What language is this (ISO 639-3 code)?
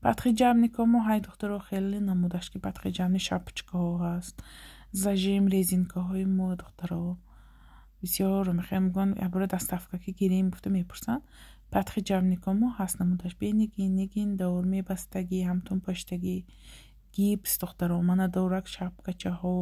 tgk